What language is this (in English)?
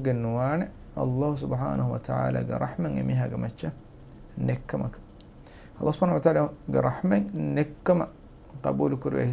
Divehi